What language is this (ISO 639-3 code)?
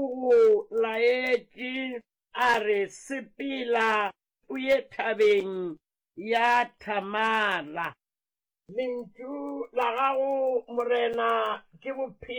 nso